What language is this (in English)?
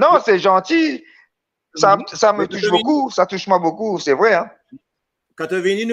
Morisyen